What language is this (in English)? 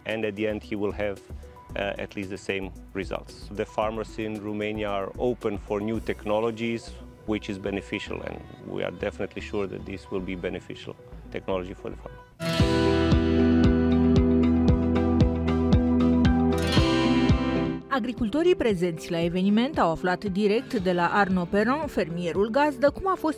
Romanian